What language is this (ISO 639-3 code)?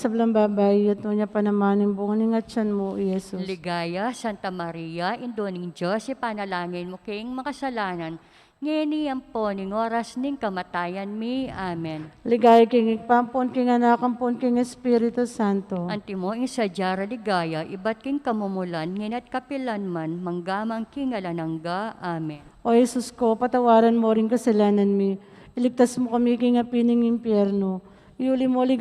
pam